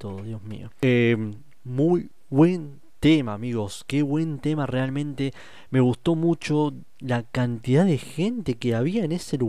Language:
Spanish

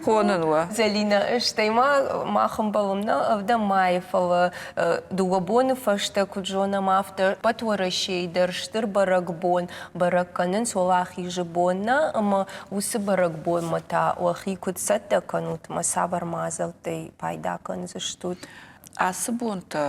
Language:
Ossetic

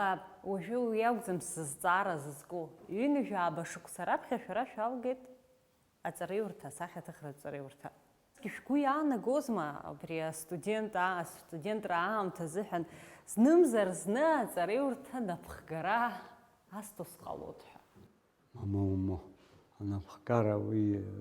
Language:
Abkhazian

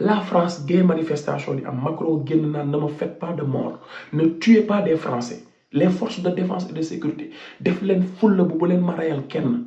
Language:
Wolof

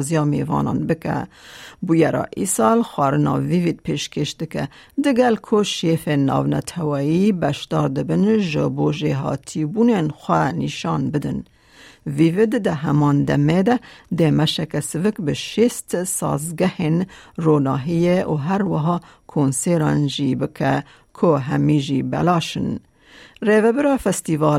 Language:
Kurdish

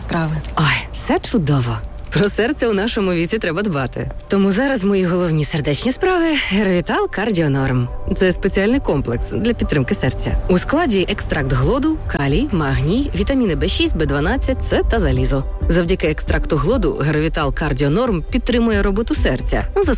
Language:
Ukrainian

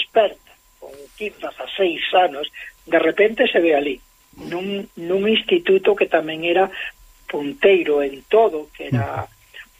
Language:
Galician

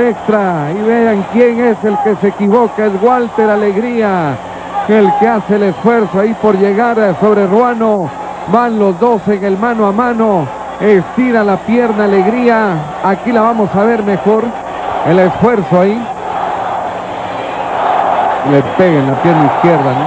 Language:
Spanish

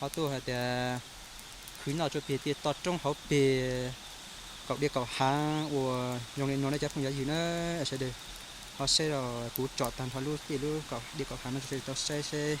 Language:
Hmong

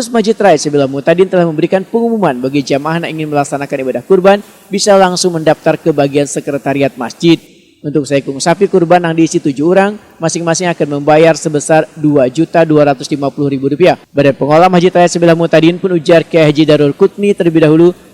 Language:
Banjar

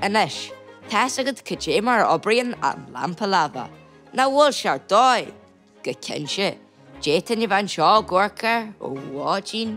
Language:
Irish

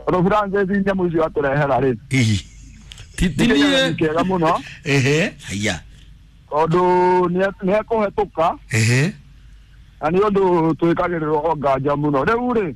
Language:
Kikuyu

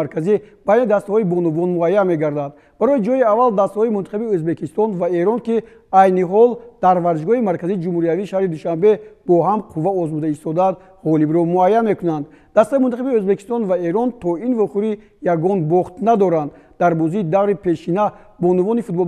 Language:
Tajik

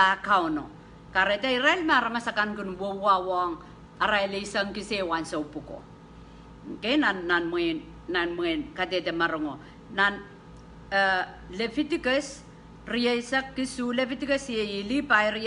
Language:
Pohnpeian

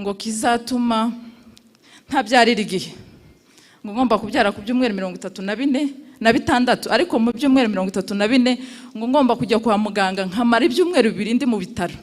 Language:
Kinyarwanda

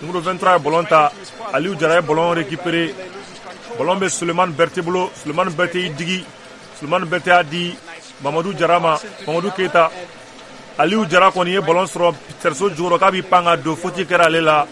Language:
Bambara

